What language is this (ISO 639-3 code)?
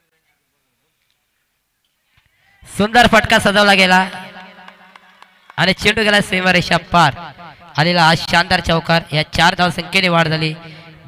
mar